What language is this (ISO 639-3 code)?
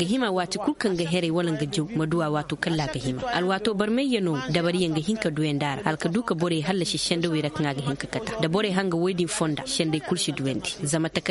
ses